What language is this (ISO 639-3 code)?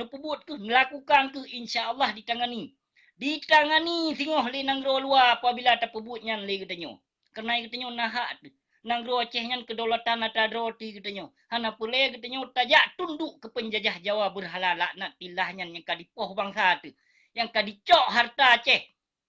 ace